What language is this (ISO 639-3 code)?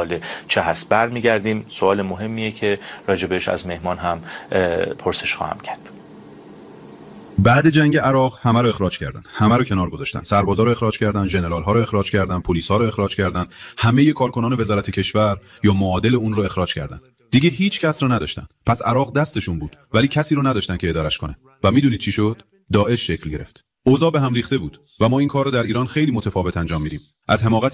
fas